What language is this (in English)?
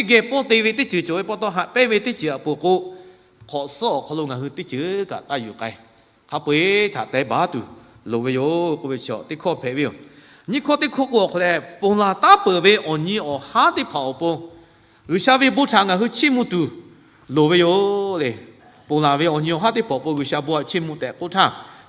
Lahu